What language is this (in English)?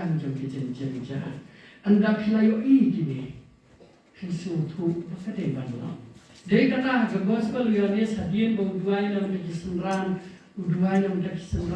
Khasi